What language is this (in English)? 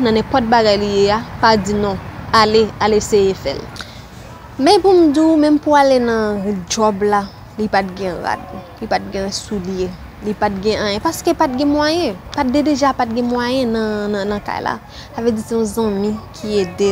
Haitian Creole